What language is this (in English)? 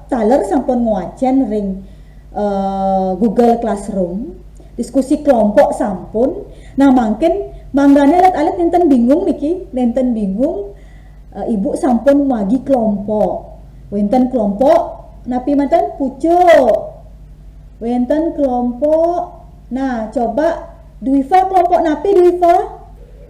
Balinese